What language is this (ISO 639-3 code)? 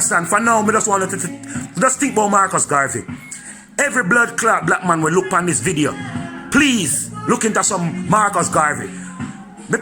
jam